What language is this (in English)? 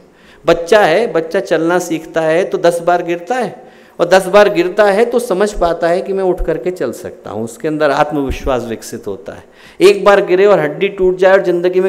Hindi